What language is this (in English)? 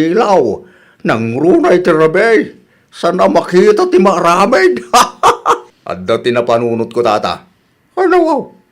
Iloko